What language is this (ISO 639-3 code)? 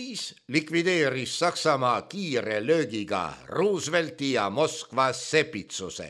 est